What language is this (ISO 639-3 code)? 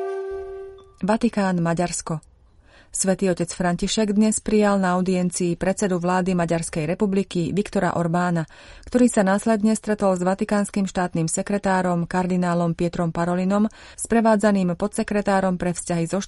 slk